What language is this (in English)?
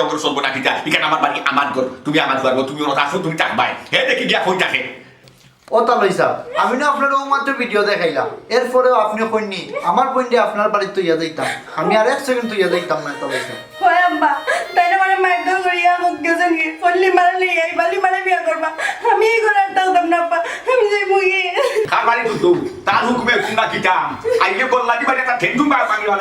Sylheti